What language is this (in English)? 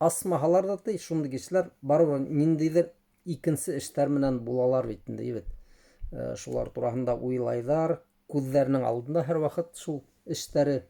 Bashkir